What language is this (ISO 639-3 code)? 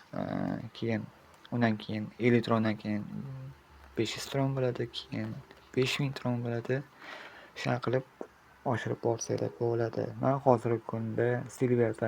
uzb